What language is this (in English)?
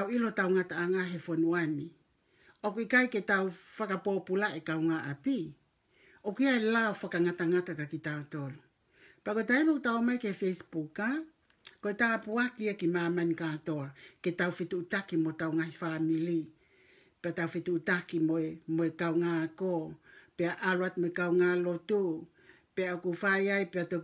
Tongan